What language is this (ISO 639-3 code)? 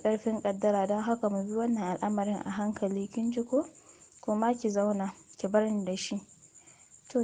hau